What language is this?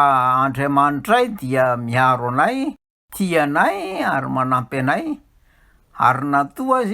Malagasy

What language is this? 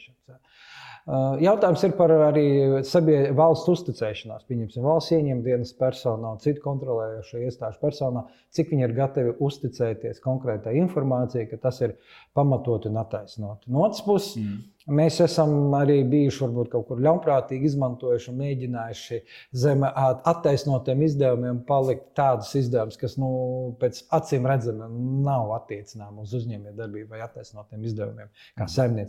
Latvian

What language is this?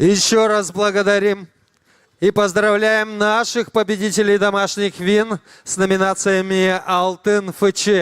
Gagauz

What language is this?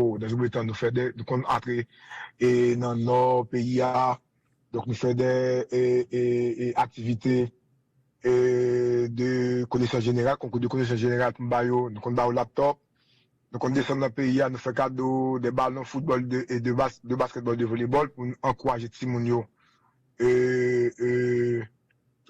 Haitian Creole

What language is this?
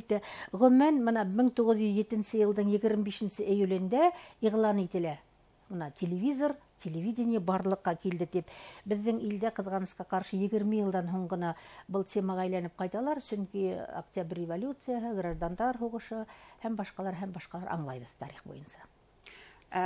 Bashkir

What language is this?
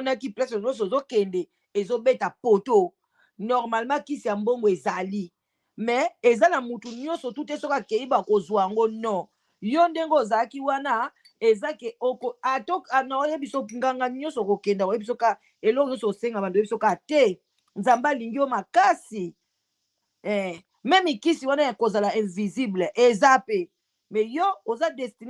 Lingala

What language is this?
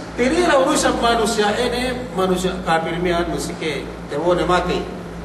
Yakan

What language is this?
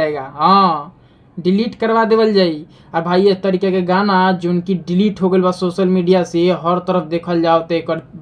Bhojpuri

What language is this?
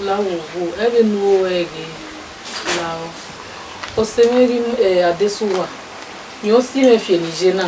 Bini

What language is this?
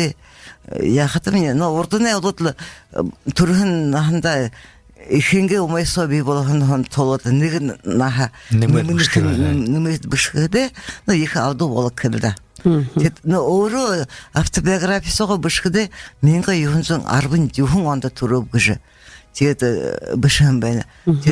Buriat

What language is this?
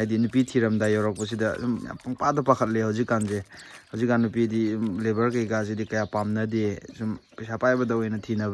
Manipuri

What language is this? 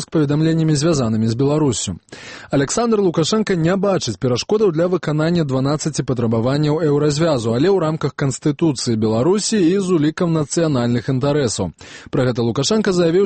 Belarusian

